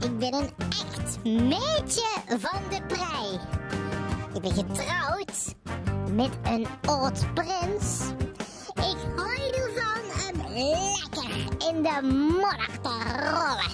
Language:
Limburgish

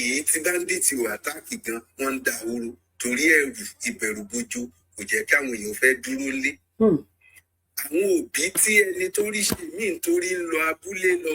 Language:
Yoruba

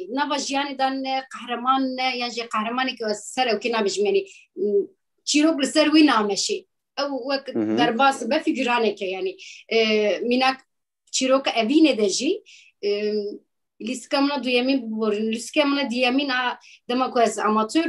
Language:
Kurdish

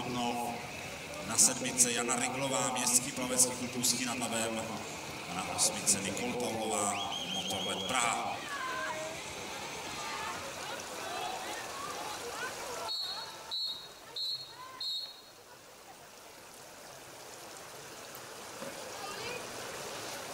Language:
Czech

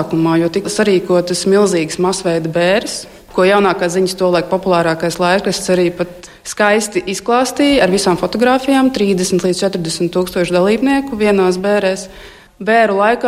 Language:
Latvian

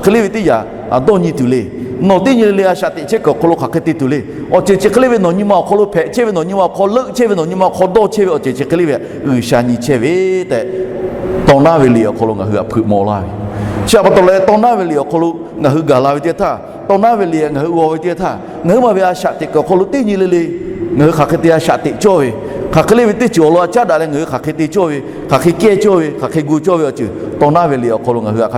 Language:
Lahu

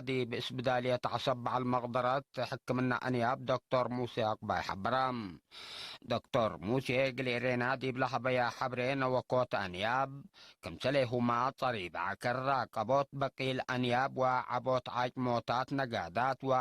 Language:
Tigre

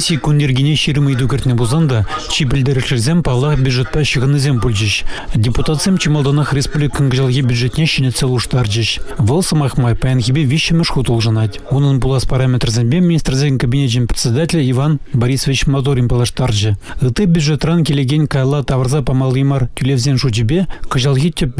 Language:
Chuvash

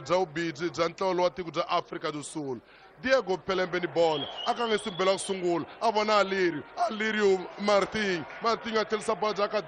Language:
Tsonga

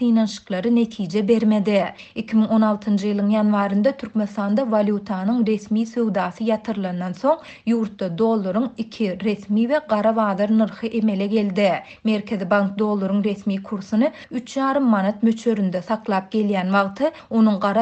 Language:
Turkmen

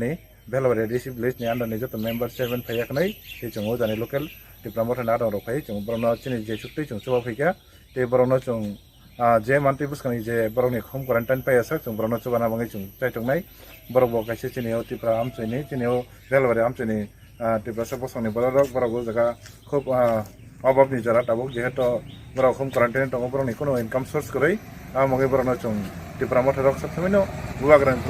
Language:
Kok Borok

